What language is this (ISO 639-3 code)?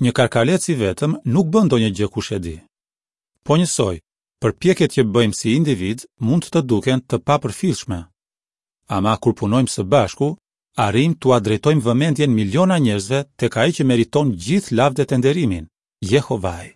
sqi